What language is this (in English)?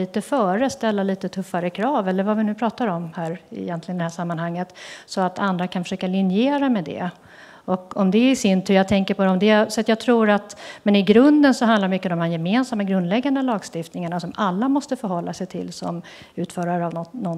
Swedish